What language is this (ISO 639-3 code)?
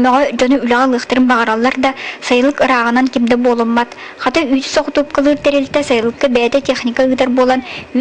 sah